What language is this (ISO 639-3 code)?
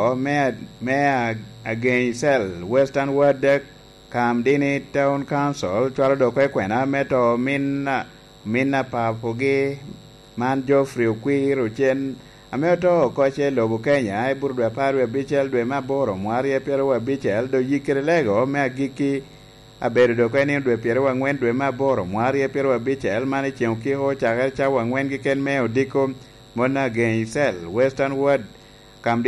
laj